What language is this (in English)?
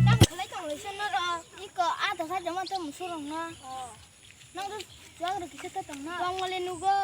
Kok Borok